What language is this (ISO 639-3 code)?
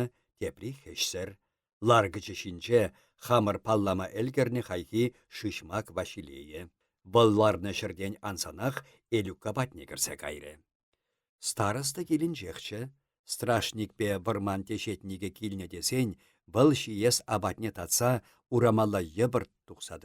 chv